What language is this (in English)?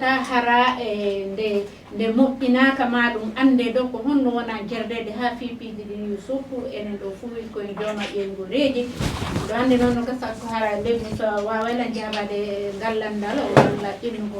Fula